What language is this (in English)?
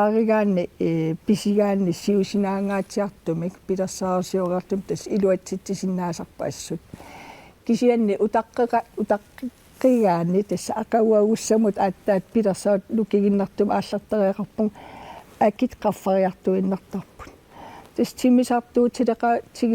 Kalaallisut